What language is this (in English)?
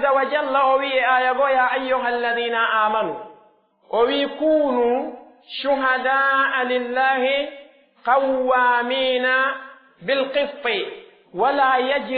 Pular